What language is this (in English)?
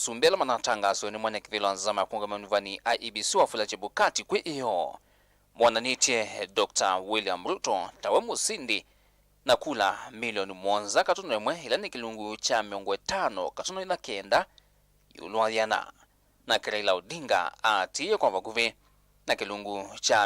Kamba